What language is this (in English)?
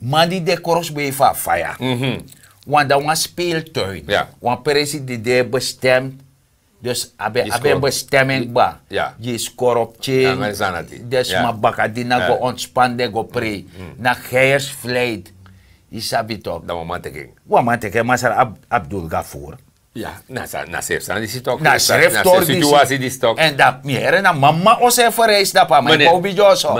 Sranan Tongo